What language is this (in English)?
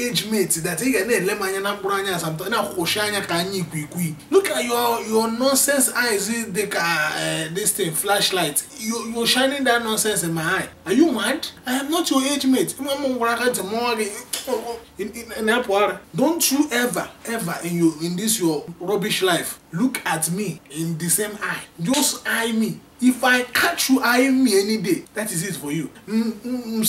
Igbo